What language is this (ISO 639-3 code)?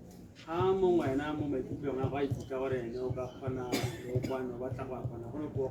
tsn